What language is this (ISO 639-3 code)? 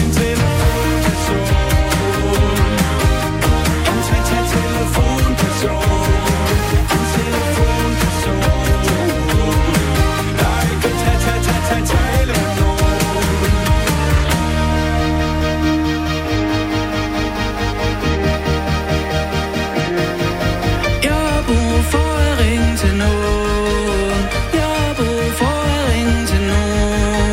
dan